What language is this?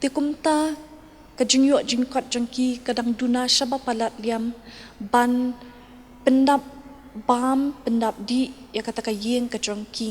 Khasi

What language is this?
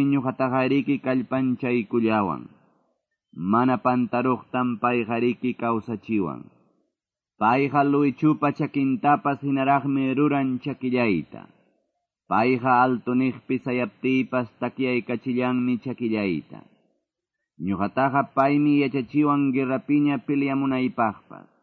Quechua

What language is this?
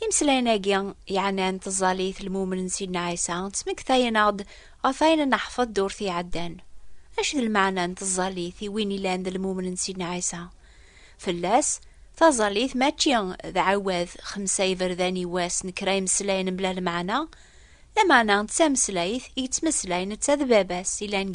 Kabyle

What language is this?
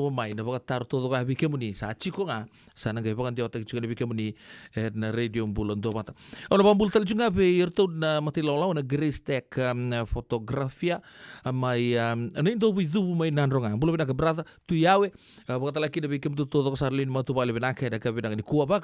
Fijian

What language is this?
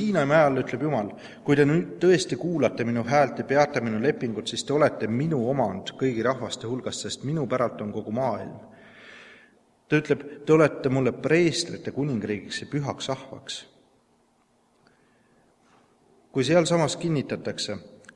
Estonian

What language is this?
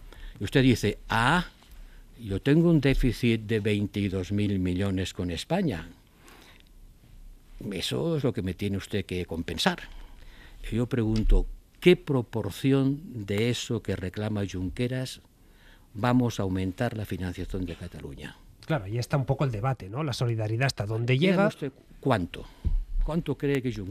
Spanish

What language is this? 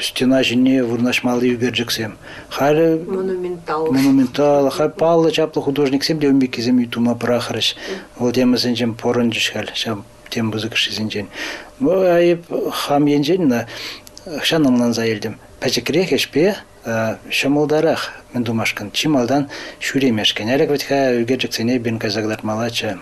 Chuvash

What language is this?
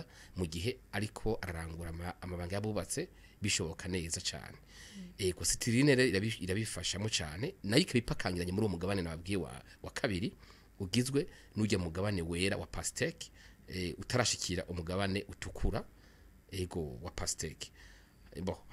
Rundi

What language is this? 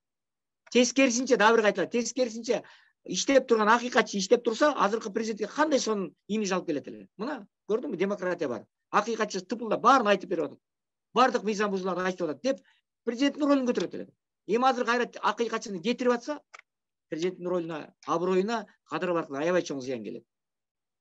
Kyrgyz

